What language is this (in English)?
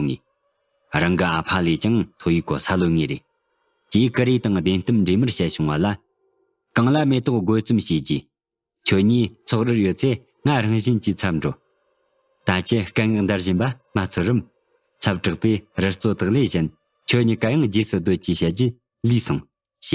Tibetan